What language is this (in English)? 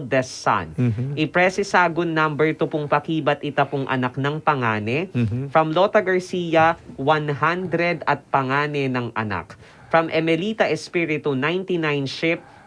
Pampanga